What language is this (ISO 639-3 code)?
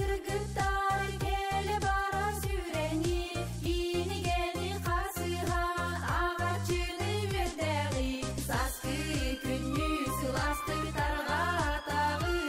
sah